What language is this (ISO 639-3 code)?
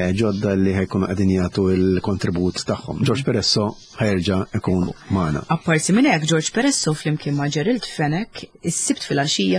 mlt